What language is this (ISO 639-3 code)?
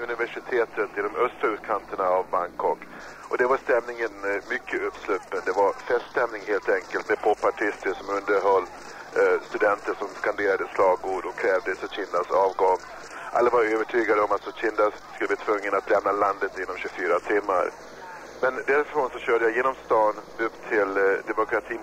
swe